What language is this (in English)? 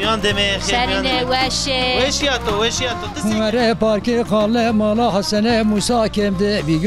Zaza